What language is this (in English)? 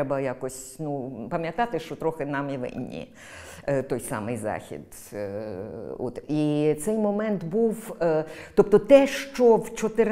Ukrainian